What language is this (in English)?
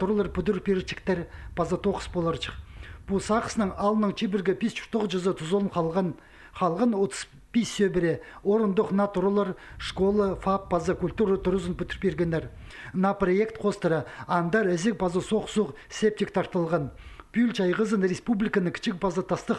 Khakas